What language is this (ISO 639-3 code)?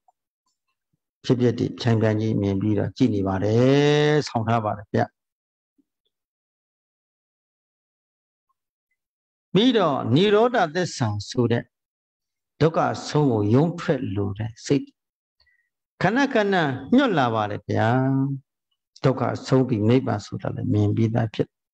mya